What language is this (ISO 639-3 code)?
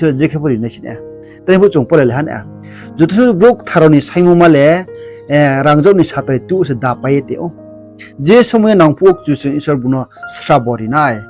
ria